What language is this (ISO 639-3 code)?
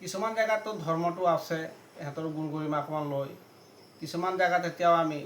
asm